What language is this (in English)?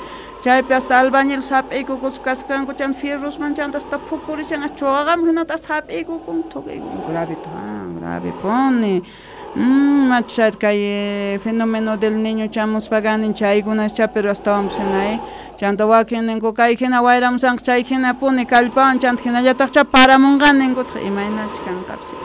South Bolivian Quechua